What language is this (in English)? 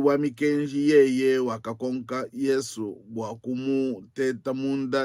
Luba-Lulua